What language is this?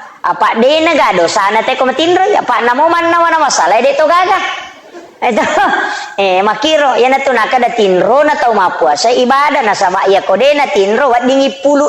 Buginese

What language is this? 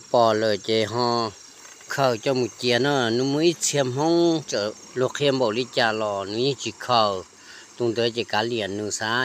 Hmong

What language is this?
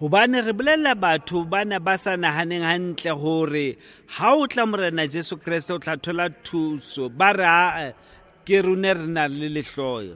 Southern Sotho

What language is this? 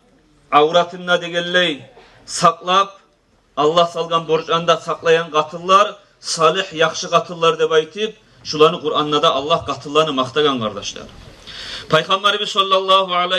Kumyk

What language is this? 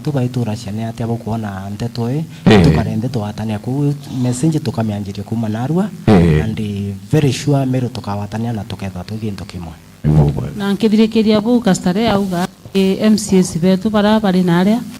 Meru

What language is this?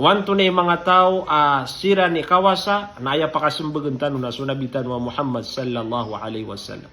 Maranao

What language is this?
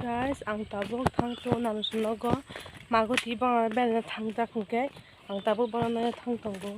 Kok Borok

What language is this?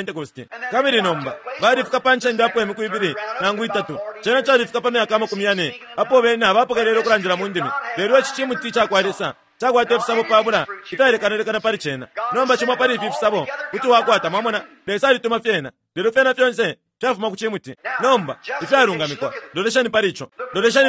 Bemba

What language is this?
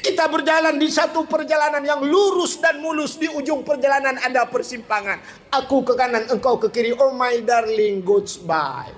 Achinese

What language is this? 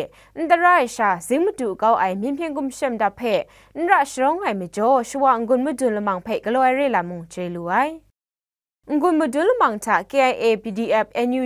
Kachin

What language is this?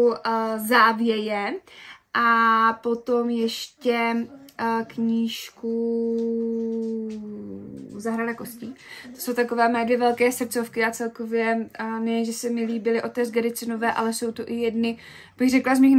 Czech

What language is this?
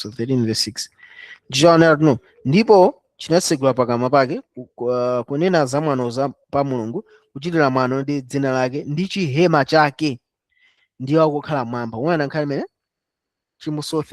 Nyanja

